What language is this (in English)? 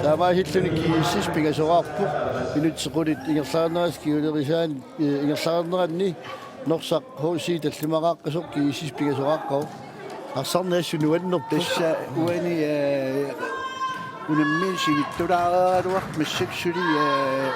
Kalaallisut